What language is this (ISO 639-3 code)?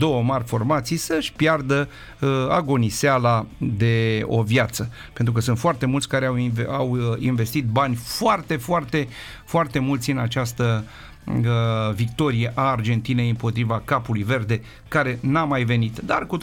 ron